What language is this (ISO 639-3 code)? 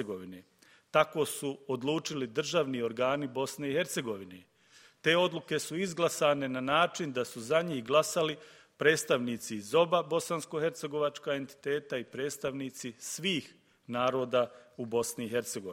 bos